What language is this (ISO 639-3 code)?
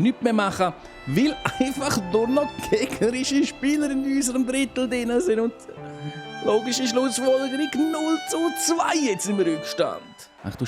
gsw